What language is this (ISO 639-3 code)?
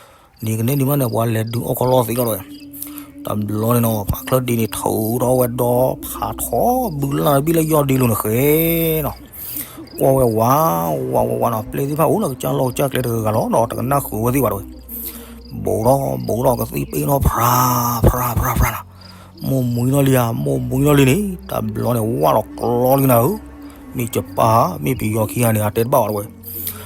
ksw